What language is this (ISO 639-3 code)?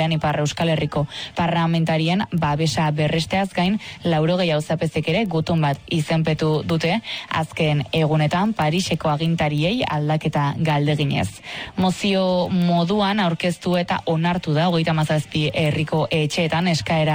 eus